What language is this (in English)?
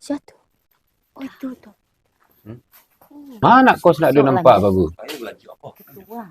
Minangkabau